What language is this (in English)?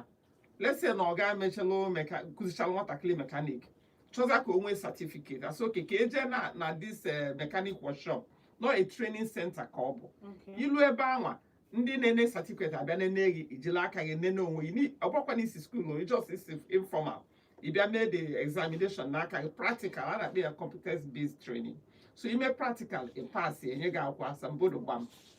Igbo